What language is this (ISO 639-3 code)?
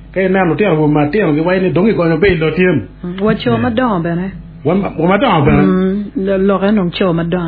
ach